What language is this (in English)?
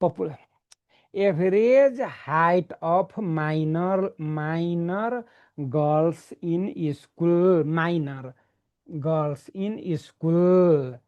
Nepali